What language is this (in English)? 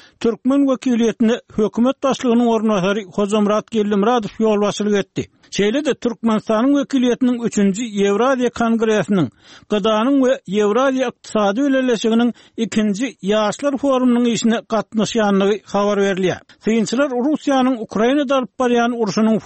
Turkmen